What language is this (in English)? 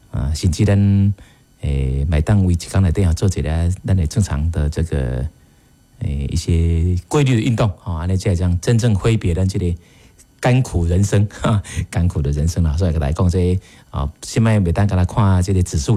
Min Nan Chinese